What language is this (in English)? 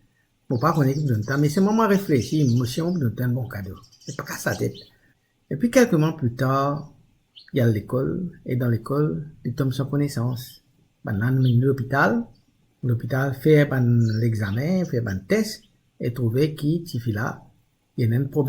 Morisyen